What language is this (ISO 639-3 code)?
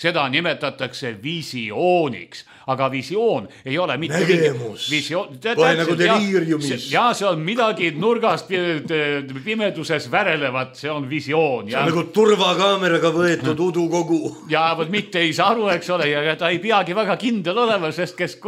est